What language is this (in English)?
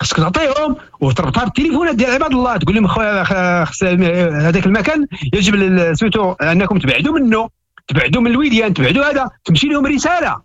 Moroccan Arabic